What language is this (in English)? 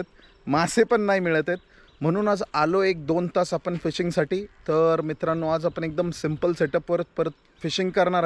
Marathi